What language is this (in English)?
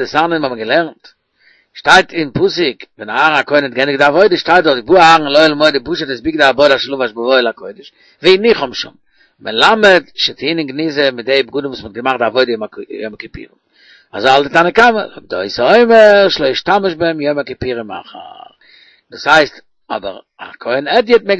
Yiddish